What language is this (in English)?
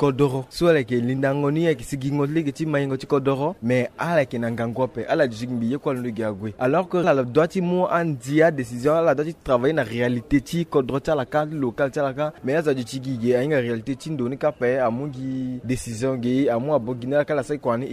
Sango